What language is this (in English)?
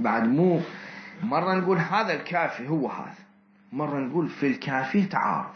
Mesopotamian Arabic